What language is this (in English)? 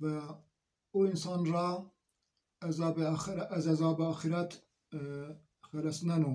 Zaza